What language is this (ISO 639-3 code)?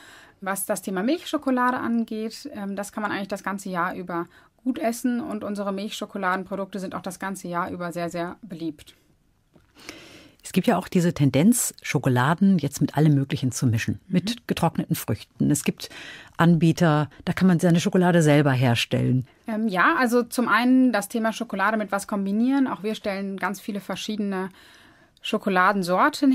deu